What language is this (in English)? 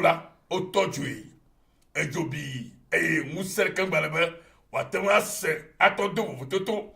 Ewe